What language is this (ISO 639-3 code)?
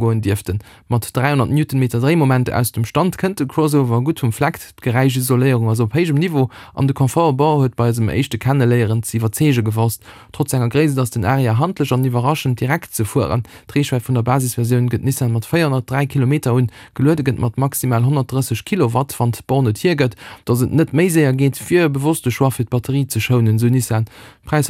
ltz